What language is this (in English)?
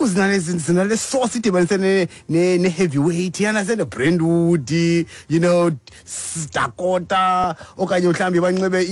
Xhosa